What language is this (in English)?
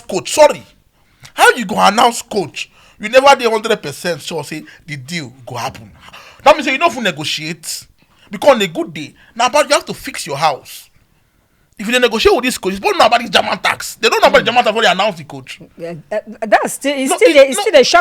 Nigerian Pidgin